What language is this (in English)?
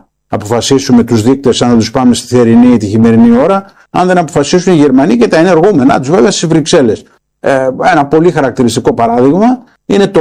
Greek